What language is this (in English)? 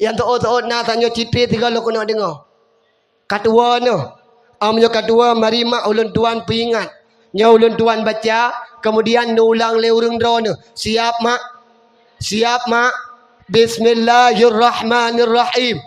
Achinese